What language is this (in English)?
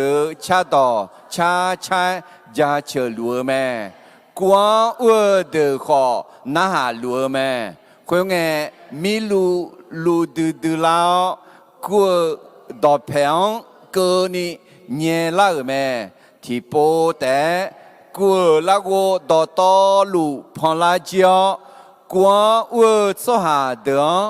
Akha